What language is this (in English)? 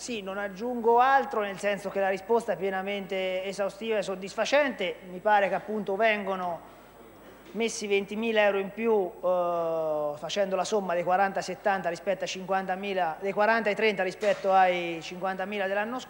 Italian